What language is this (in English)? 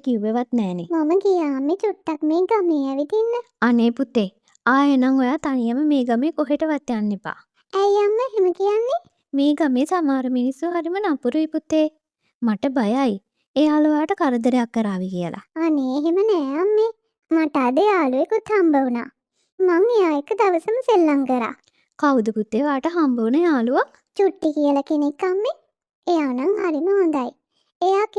Sinhala